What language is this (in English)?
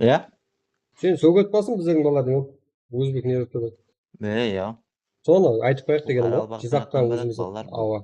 Kara-Kalpak